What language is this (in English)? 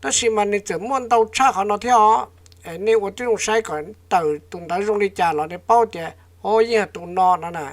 Hmong